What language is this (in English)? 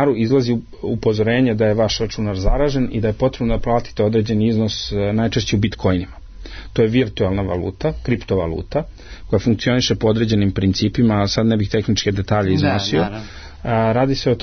Serbian